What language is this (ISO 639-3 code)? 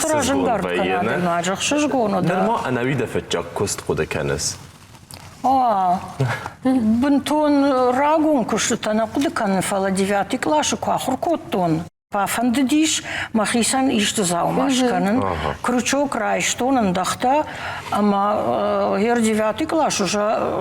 oss